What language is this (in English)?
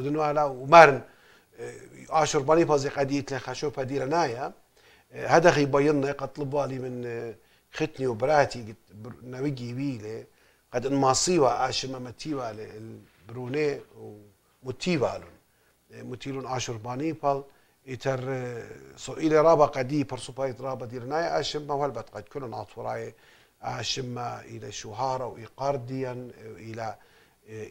Assyrian Neo-Aramaic